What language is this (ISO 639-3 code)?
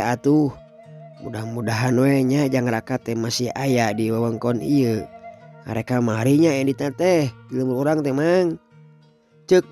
sun